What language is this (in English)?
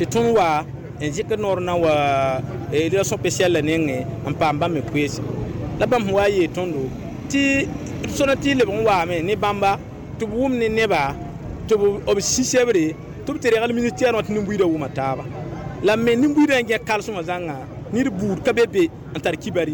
Mossi